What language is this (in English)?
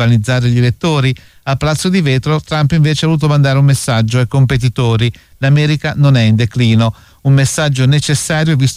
Italian